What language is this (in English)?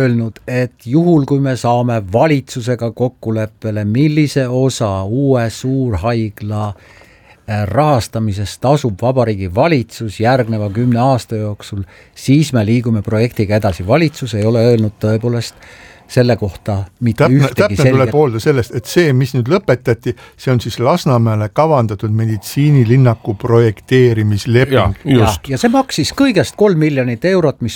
Estonian